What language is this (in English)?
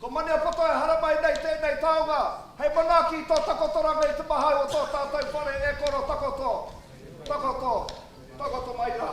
Māori